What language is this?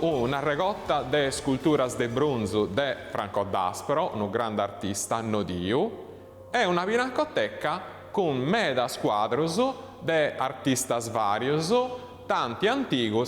Sardinian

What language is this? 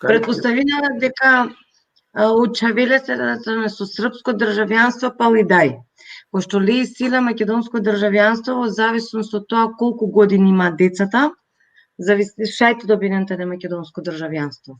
Balkan Romani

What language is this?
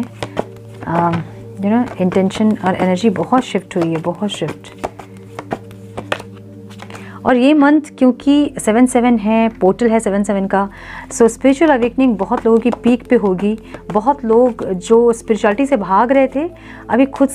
Hindi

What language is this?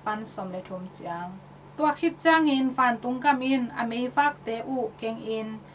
Tedim Chin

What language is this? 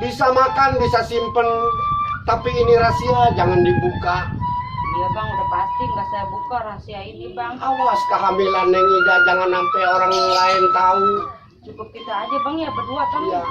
Betawi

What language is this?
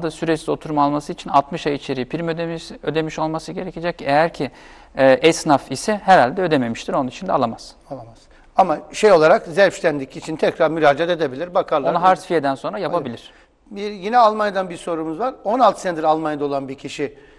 Turkish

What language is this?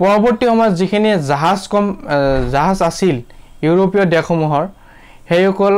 Assamese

